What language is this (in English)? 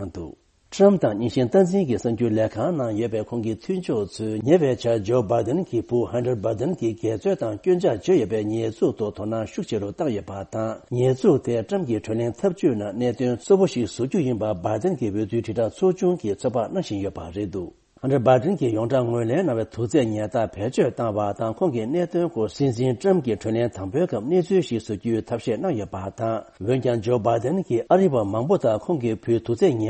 Tibetan